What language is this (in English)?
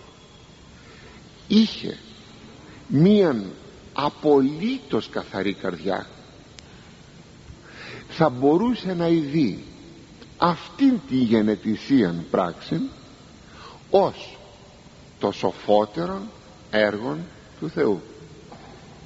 Greek